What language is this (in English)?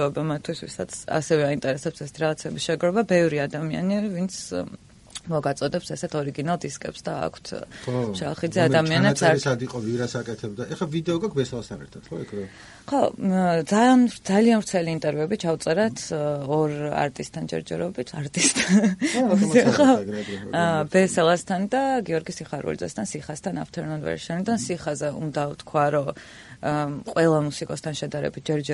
Georgian